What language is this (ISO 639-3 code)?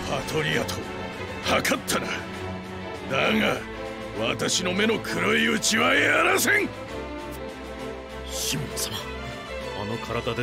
jpn